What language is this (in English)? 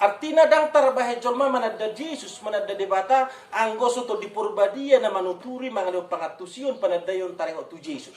Batak Toba